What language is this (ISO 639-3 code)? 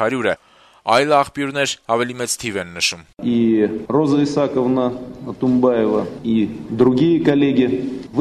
hye